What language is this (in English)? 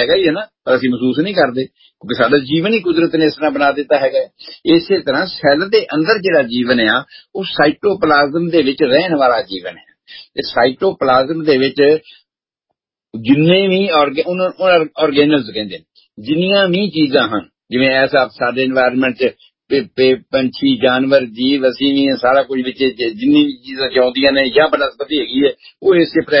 Punjabi